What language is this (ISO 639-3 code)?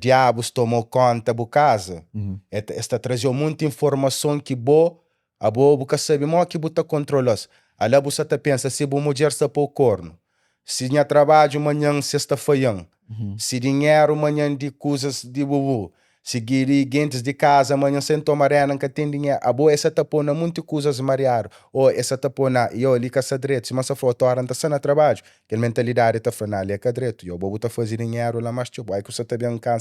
kea